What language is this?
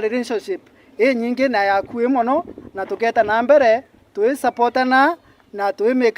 Meru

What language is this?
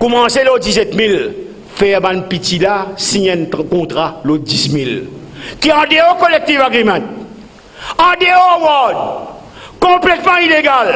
Morisyen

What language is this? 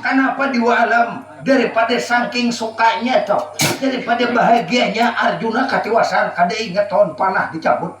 Banjar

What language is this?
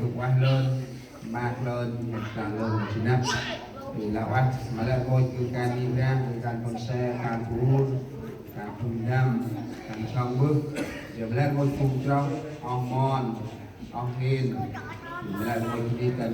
Central Mnong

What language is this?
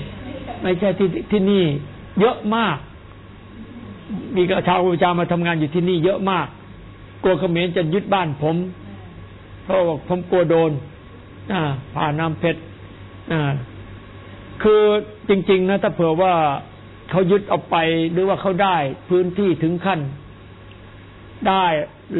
Thai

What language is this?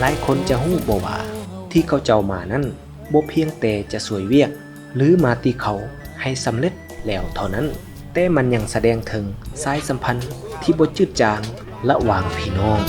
Lao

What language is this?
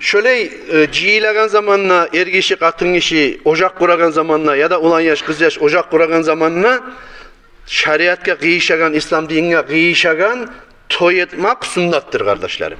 Kumyk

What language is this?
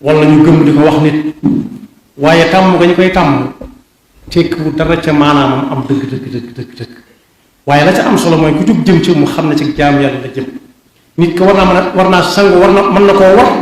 Wolof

